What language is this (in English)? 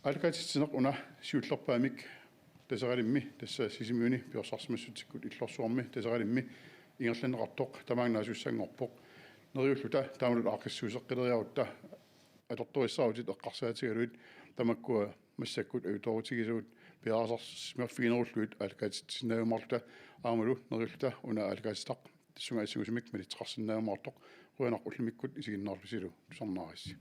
Kalaallisut